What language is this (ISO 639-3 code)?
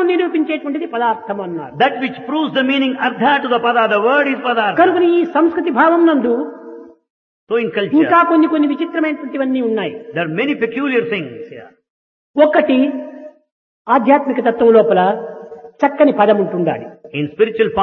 tel